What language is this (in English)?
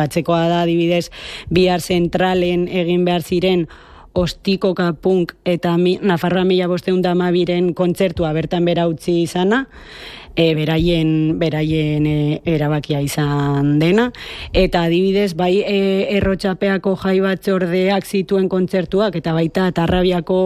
Basque